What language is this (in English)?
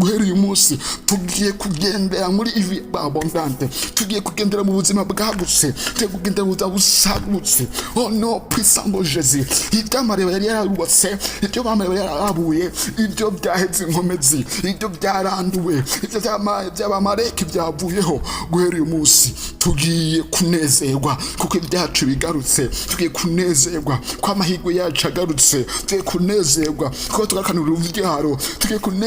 Rundi